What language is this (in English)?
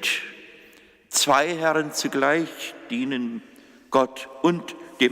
Upper Sorbian